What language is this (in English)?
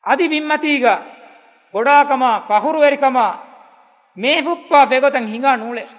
Divehi